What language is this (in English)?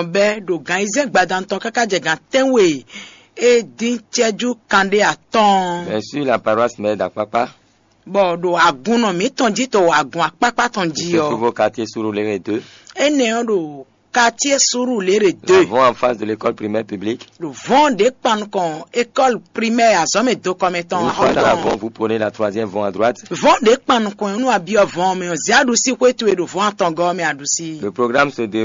Fon